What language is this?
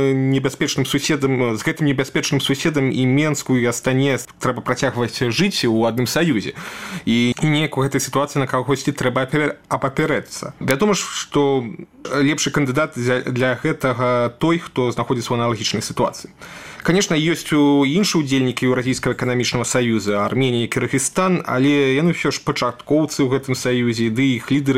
Belarusian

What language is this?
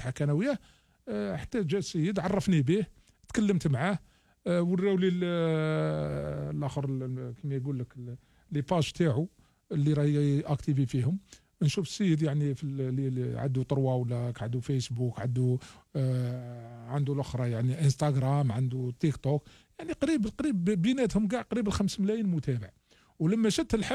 Algerian Arabic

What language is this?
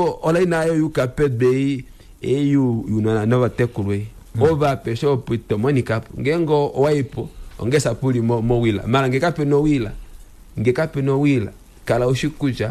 Kuanyama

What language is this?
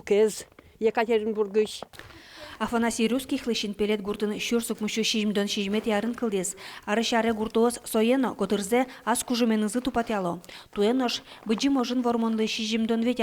Udmurt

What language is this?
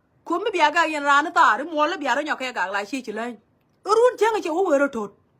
Nuer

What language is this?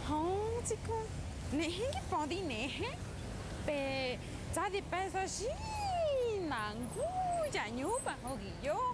Querétaro Otomi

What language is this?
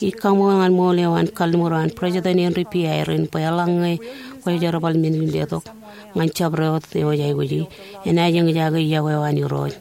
Marshallese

